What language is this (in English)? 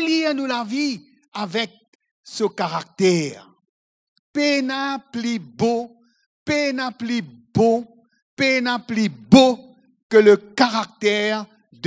Morisyen